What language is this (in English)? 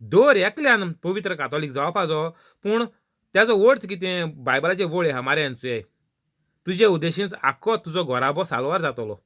Konkani